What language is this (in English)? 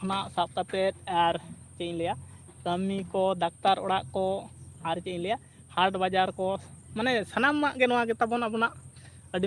Santali